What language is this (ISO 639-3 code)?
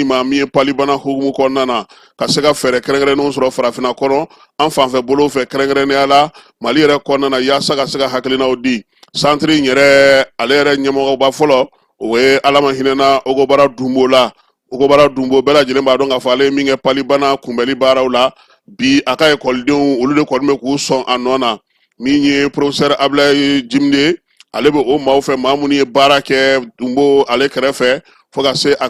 bam